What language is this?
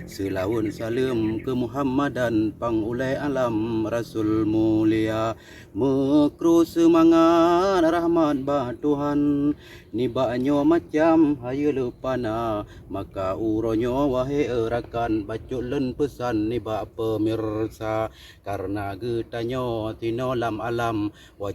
Achinese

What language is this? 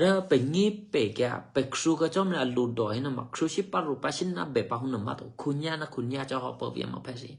Eastern Kayah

